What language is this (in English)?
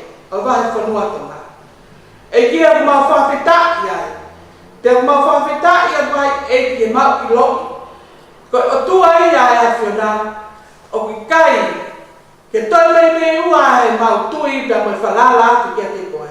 Tongan